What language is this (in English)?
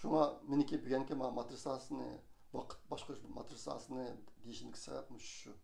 Uyghur